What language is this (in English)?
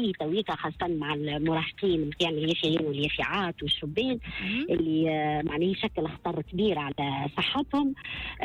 Tunisian Arabic